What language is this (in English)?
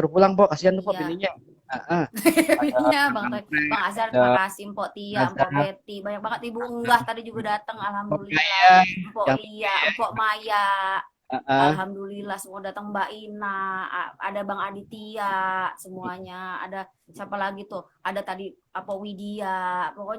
Betawi